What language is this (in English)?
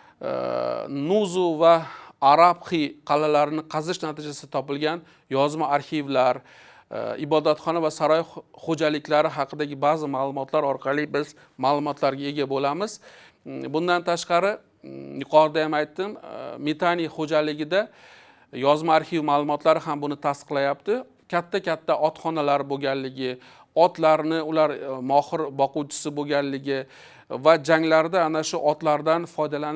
Uzbek